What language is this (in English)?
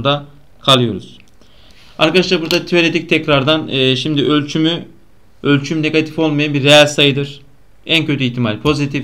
Turkish